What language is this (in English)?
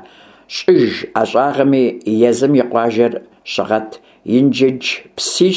Kabardian